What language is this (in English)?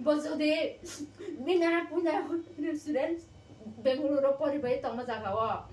Kok Borok